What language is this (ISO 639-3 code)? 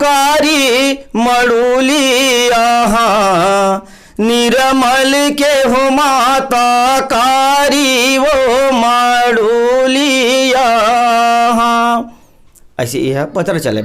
hne